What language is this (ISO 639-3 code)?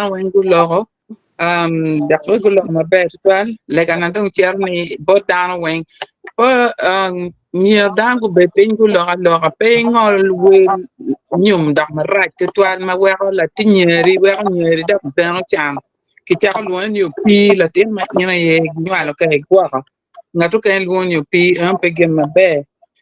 ach